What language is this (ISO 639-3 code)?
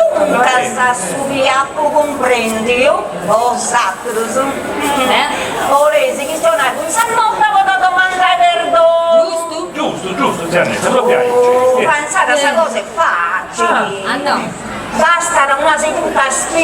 srd